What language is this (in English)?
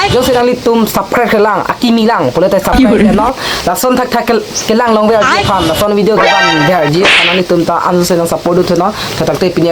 Karbi